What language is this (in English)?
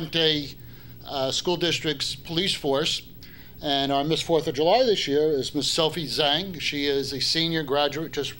English